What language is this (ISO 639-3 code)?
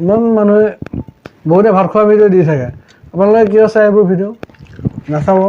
asm